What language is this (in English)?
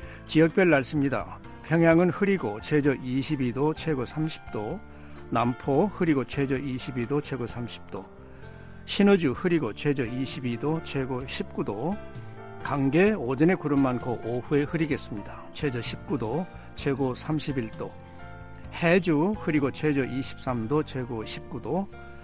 Korean